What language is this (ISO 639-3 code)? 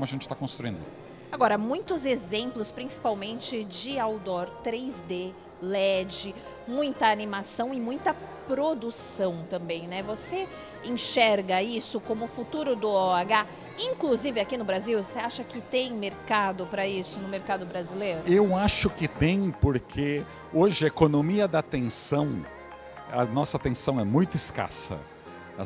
por